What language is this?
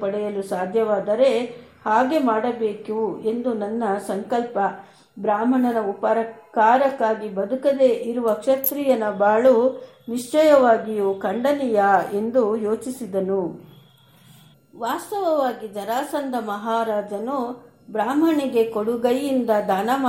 Kannada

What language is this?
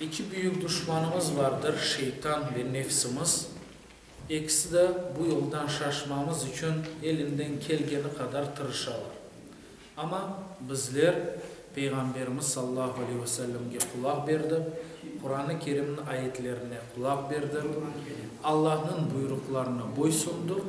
Crimean Tatar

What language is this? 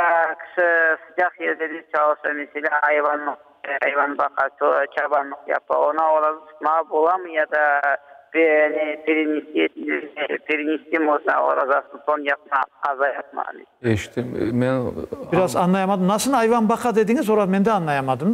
Crimean Tatar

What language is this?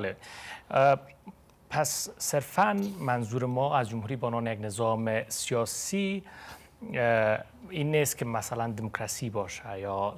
Persian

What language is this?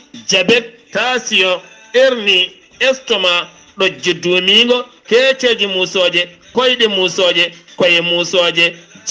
Fula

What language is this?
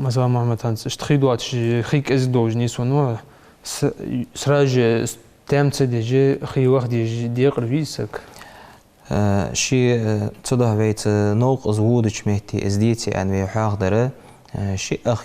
Ingush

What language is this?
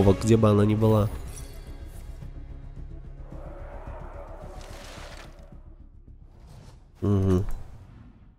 Russian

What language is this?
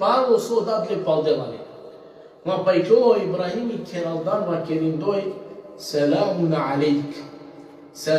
Balkan Romani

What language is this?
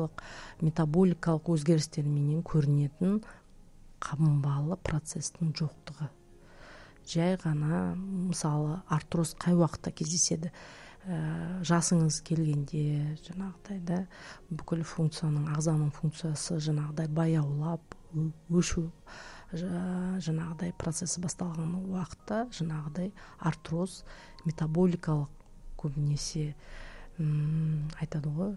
Kazakh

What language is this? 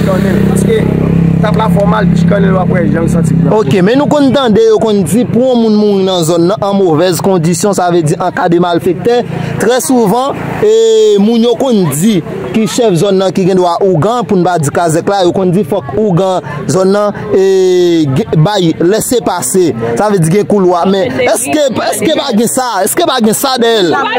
Haitian Creole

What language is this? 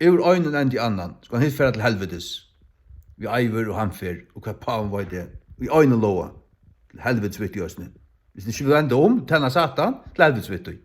Faroese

